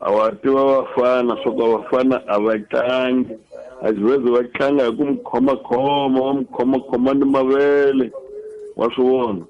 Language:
Tsonga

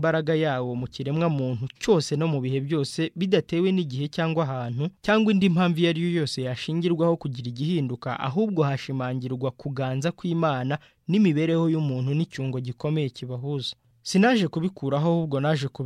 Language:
Kinyarwanda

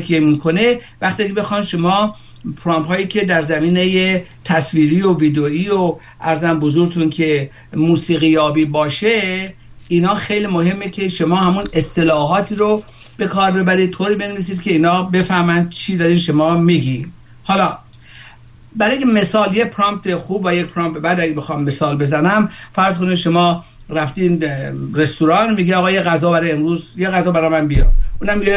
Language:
Persian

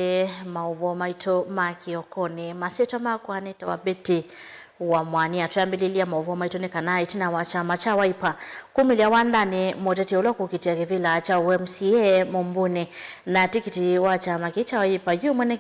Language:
Kamba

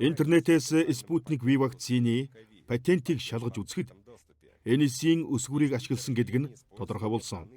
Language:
Mongolian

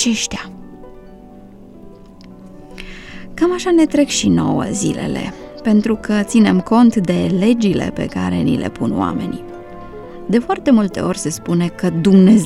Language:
Romanian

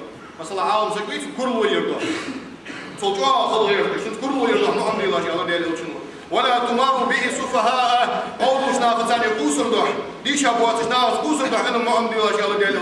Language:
Ingush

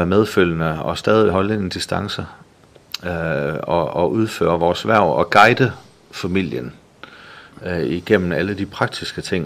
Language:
Danish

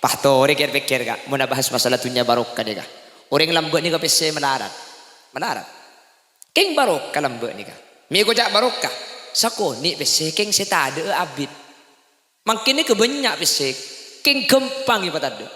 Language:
Madurese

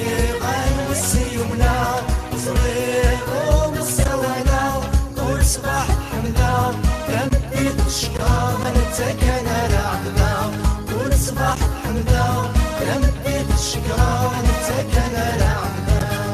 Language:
Kabyle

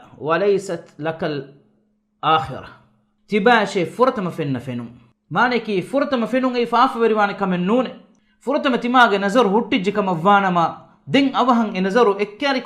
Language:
Divehi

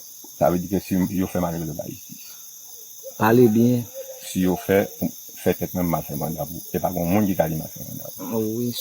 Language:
Haitian Creole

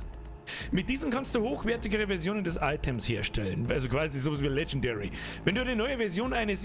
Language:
Bavarian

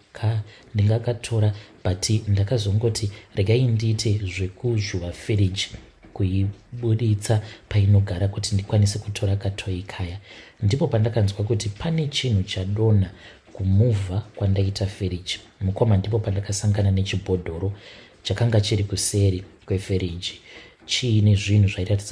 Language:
Shona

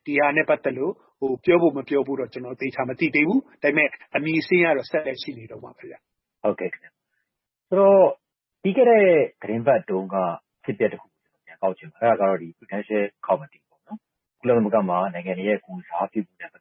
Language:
Burmese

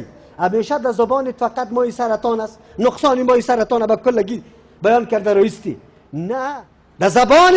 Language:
Persian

